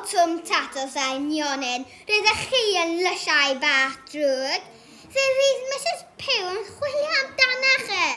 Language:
Welsh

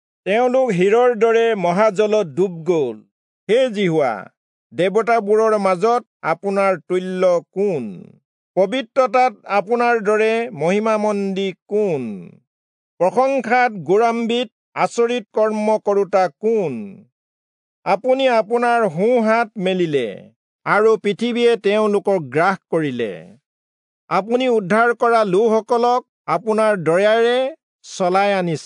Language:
Assamese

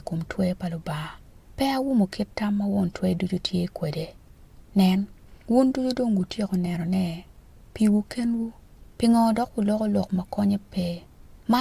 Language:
Acoli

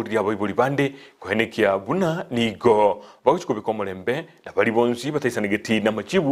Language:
Gusii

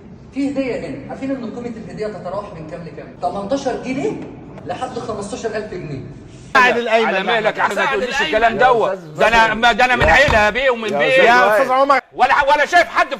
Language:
Egyptian Arabic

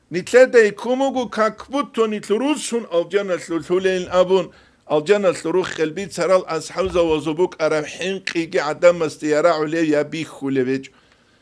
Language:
Avaric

